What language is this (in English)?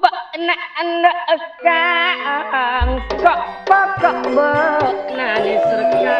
Madurese